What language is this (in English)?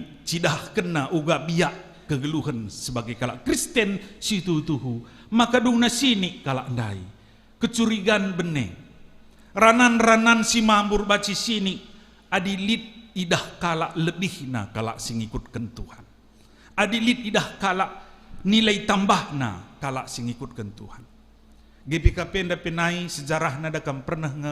Batak Karo